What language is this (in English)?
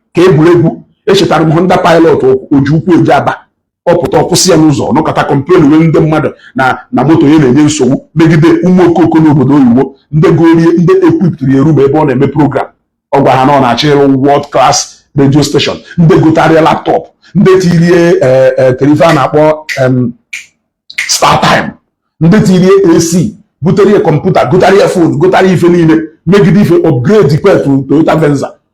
Igbo